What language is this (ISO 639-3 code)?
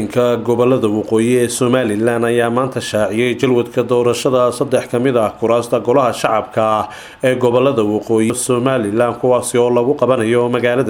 som